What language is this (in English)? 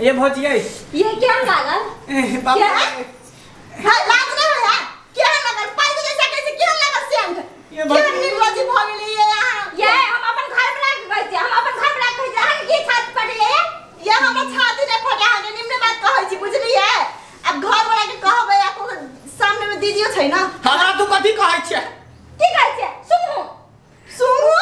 Maithili